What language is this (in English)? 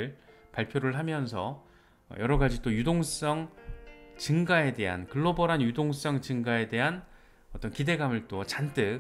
Korean